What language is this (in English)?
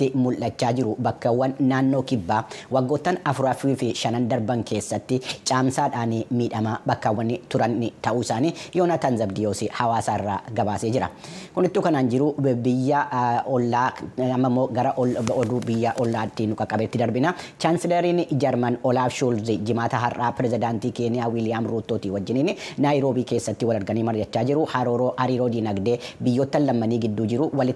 Oromo